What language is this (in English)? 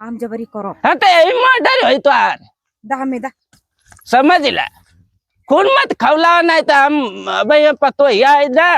Bhojpuri